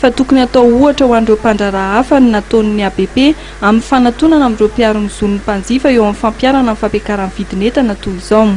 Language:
Malagasy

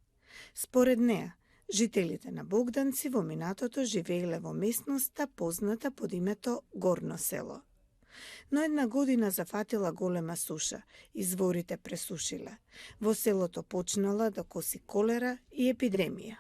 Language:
Macedonian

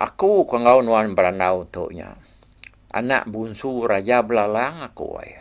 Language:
Iban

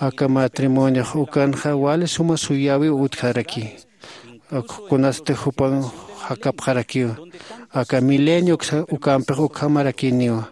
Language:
Aymara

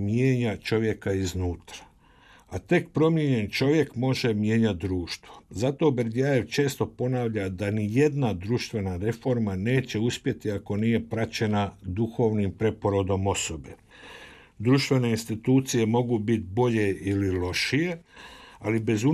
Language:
Croatian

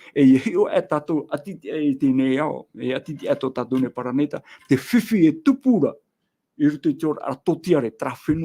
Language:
Tahitian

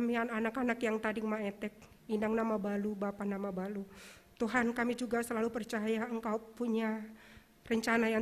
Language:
Batak Simalungun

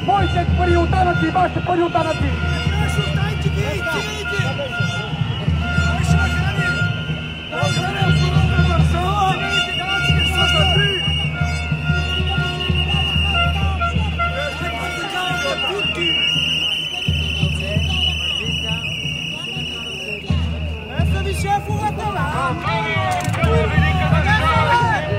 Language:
Bulgarian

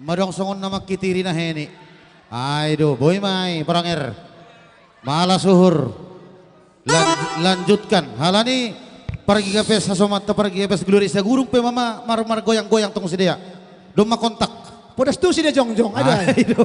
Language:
Batak Simalungun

